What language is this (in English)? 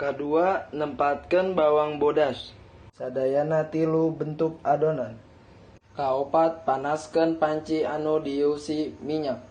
Sundanese